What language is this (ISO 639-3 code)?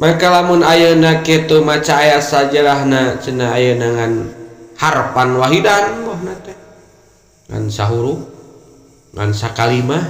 sun